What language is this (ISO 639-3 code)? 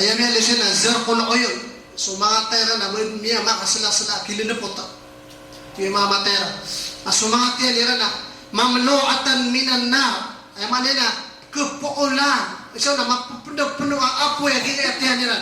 mrw